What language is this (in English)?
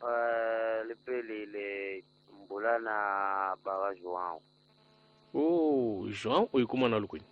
Tsonga